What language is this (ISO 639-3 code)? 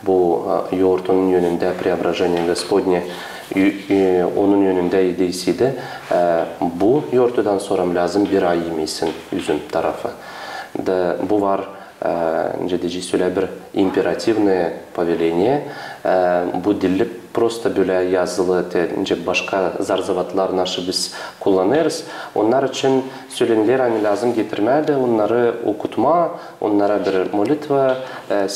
gag